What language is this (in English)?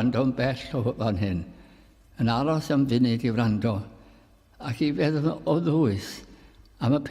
Welsh